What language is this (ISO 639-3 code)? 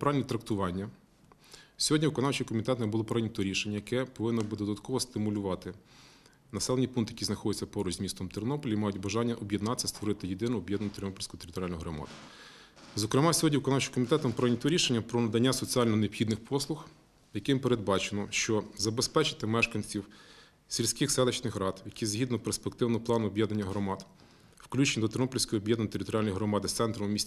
ukr